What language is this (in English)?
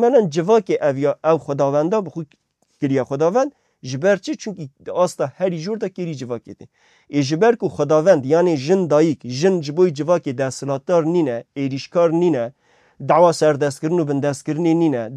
Kurdish